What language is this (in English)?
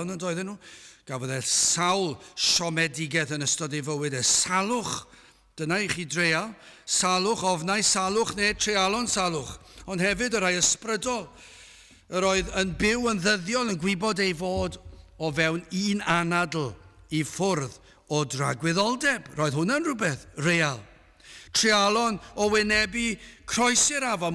Welsh